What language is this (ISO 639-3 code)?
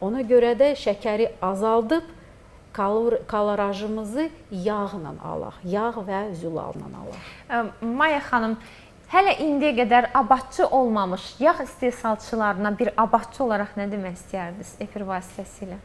aze